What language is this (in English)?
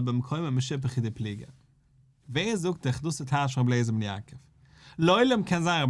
Yiddish